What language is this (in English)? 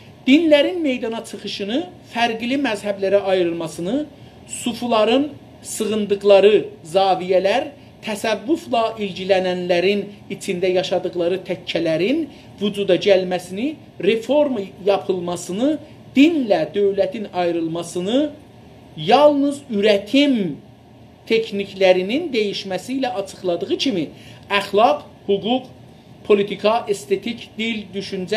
South Azerbaijani